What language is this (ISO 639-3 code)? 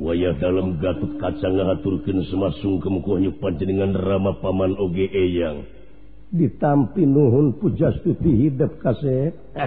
sun